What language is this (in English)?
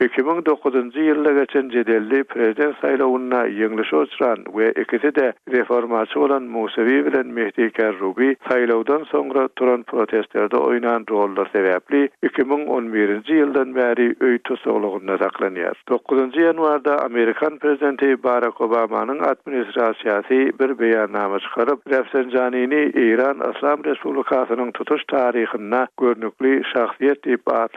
Turkmen